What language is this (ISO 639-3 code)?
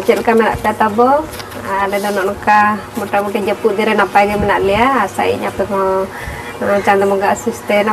sat